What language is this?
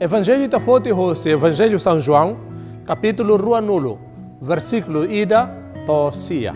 Tetum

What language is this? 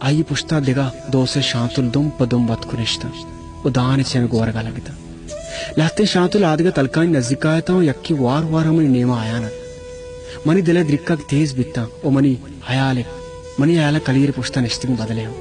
Baluchi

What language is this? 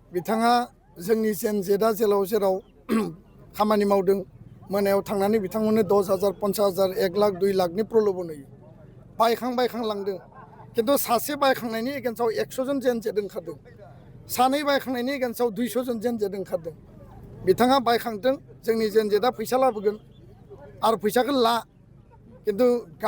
Bodo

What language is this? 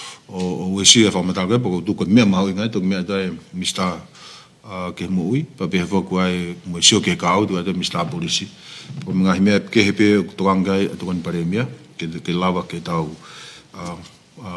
Tongan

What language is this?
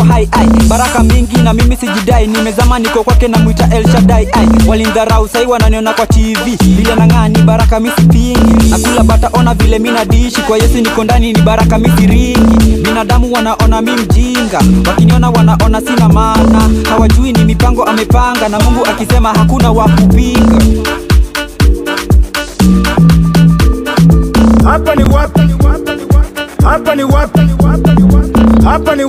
Swahili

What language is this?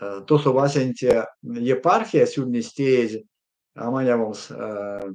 Erzya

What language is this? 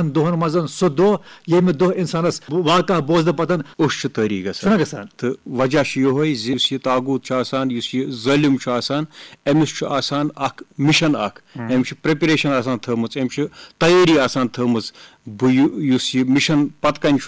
Kashmiri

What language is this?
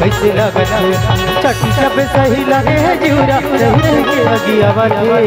Chhattisgarhi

